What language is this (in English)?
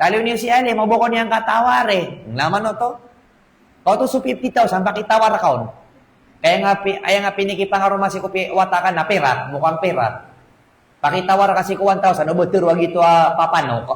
Maranao